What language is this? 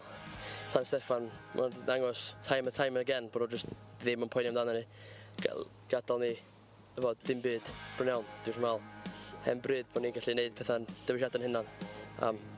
Welsh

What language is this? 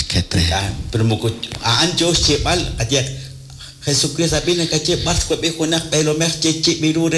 Kekchí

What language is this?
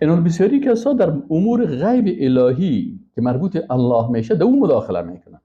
Persian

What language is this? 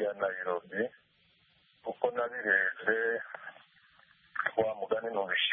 Kinyarwanda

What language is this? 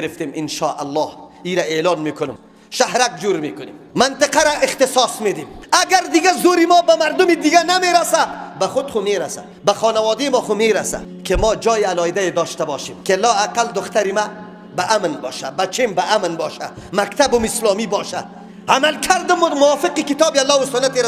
Tajik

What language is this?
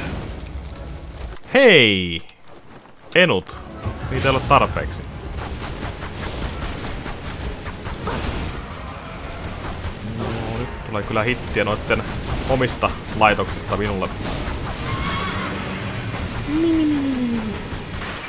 Finnish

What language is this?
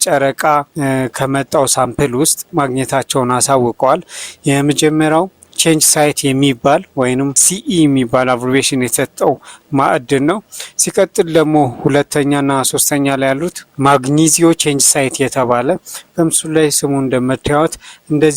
Amharic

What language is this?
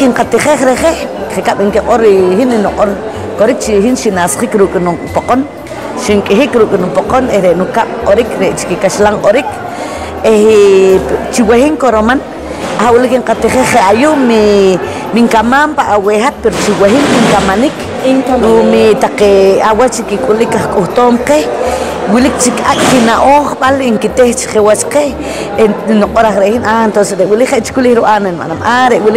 Poqomchi'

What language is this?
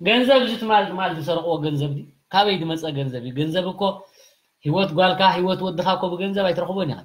Tigrinya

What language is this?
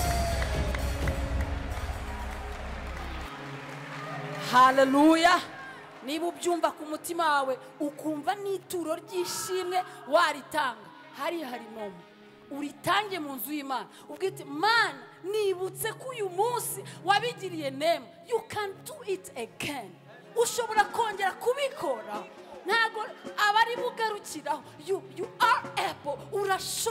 Kinyarwanda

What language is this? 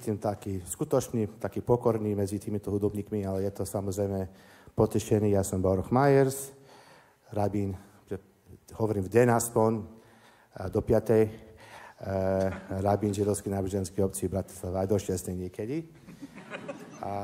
Slovak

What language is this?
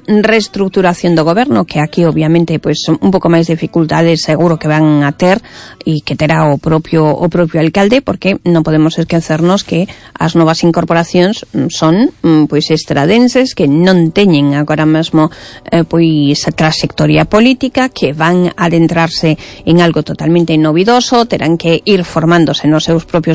Galician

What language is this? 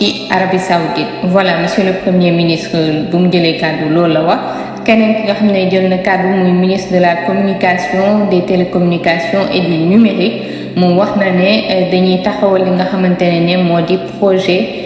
Wolof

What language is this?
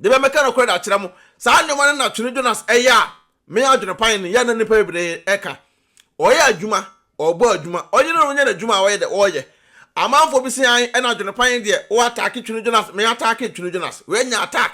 Akan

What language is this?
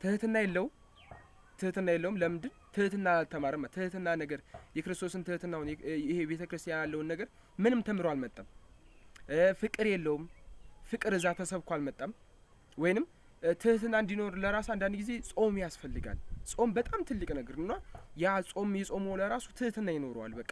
Amharic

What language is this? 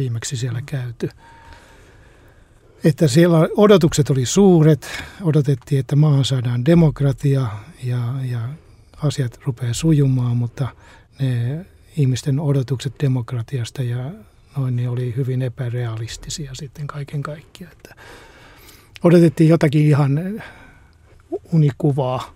Finnish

